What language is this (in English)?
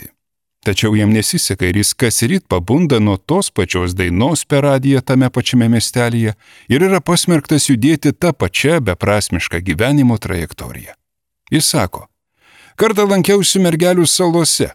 Lithuanian